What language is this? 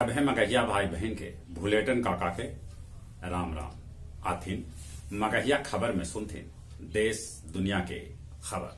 Magahi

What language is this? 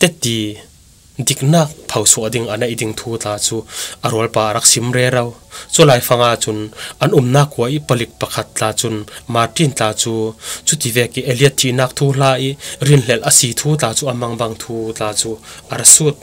Falam Chin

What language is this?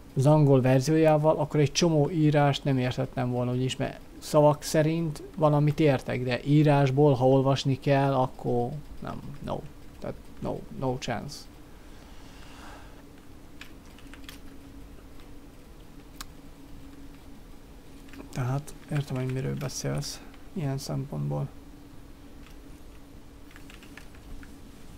Hungarian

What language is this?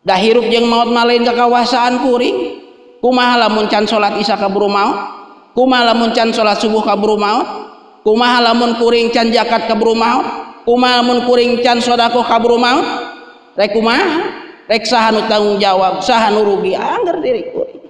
Sundanese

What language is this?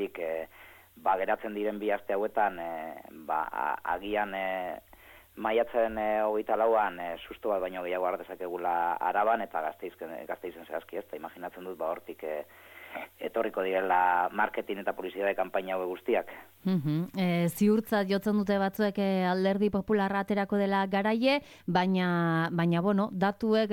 Basque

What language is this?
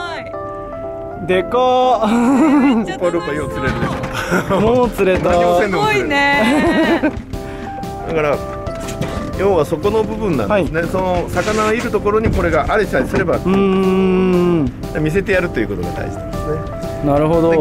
Japanese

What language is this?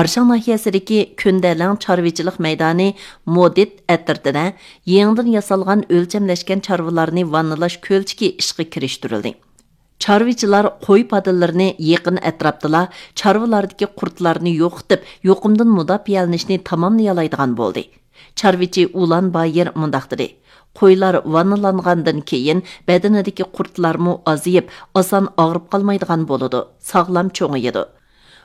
Uyghur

